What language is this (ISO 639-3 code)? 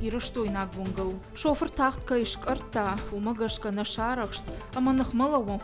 oss